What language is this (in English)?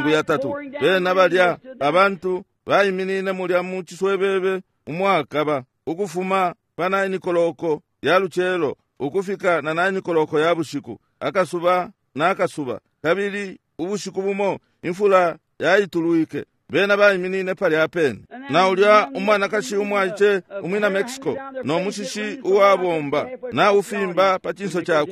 Bemba